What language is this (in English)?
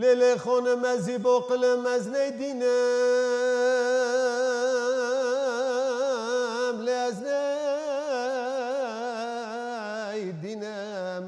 Kurdish